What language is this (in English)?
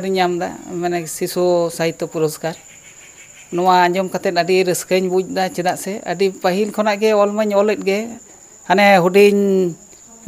Santali